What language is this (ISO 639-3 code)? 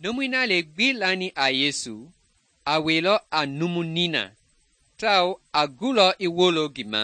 men